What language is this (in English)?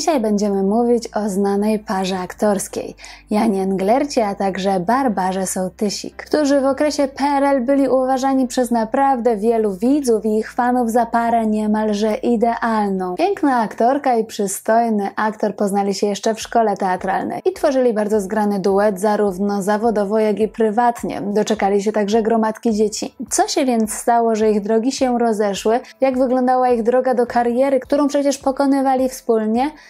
Polish